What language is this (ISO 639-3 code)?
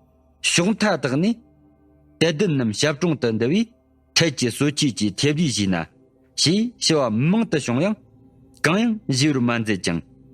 bod